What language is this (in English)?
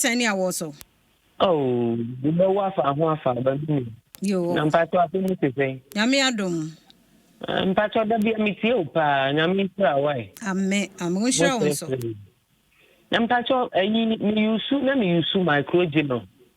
Akan